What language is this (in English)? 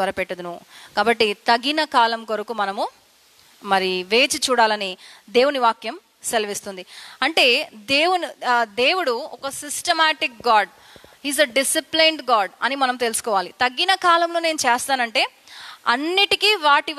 Telugu